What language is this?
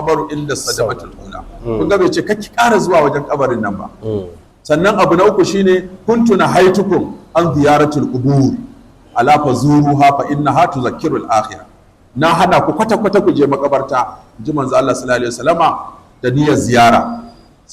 Hausa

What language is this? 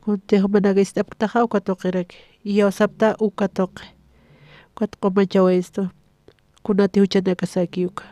Aymara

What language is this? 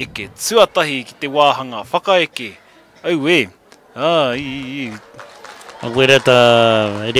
Māori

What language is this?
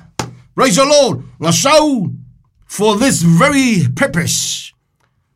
Samoan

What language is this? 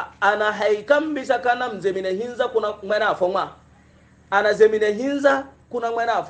Hausa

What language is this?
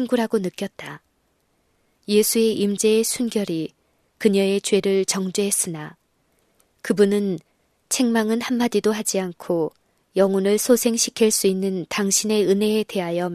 Korean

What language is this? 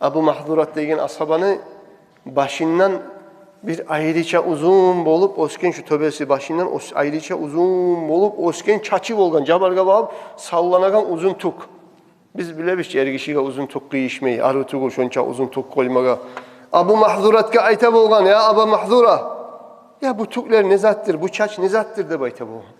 Kumyk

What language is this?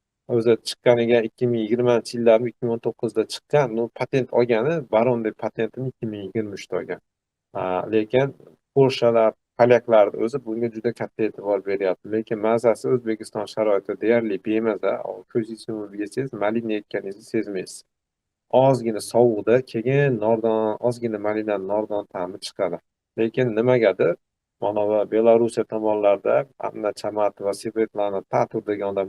Uzbek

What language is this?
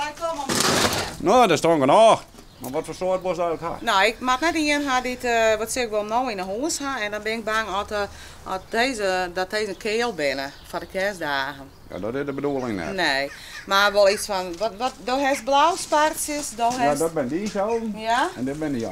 Western Frisian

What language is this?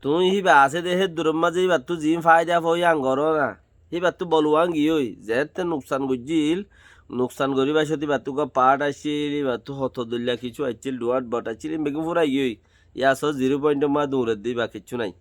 Rohingya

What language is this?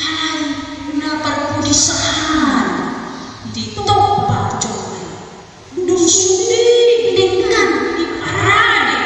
Batak Toba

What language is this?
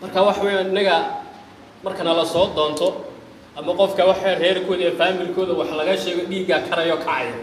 Somali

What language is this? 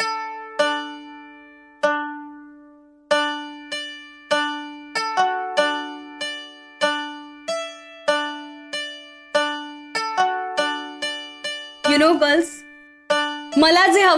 Marathi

